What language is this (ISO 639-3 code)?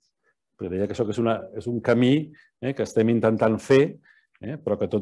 cat